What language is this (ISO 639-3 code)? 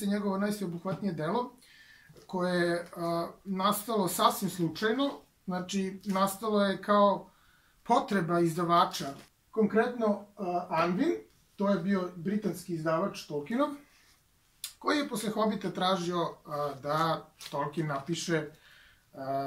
srp